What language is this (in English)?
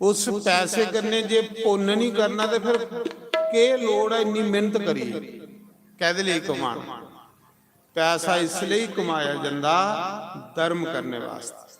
Dogri